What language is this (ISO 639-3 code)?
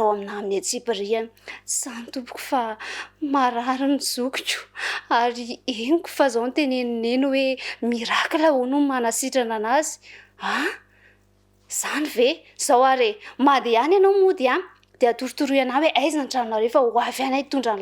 mlg